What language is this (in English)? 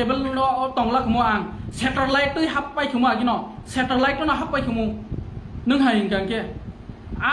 Kok Borok